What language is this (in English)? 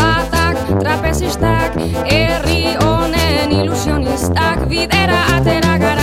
Basque